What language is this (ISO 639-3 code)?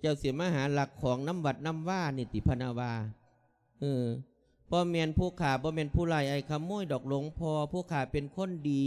lao